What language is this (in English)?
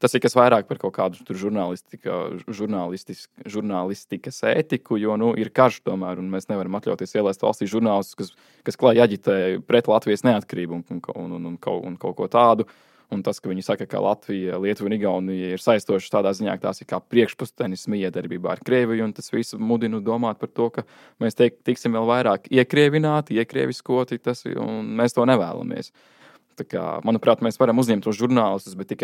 Latvian